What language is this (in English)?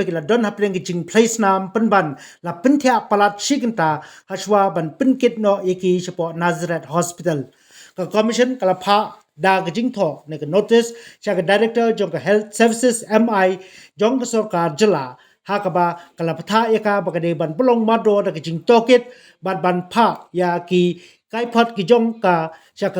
Khasi